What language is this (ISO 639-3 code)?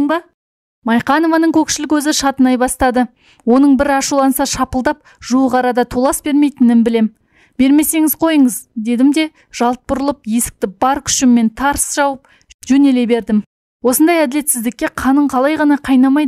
kaz